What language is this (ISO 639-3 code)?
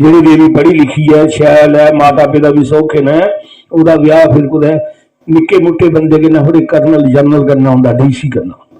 doi